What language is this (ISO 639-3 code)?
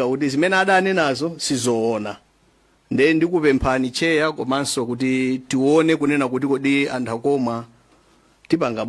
nya